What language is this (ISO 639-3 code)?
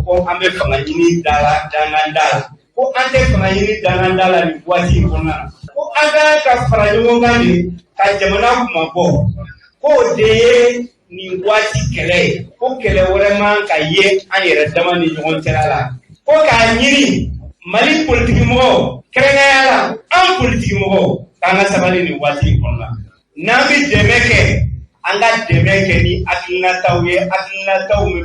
bam